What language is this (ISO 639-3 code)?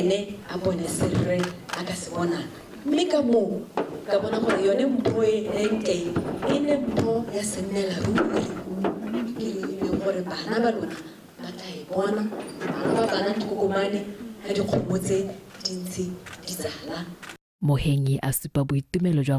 tsn